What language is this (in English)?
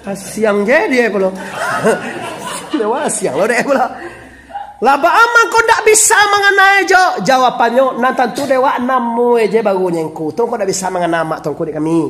Minangkabau